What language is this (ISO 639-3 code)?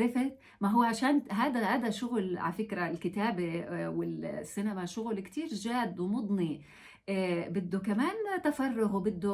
apc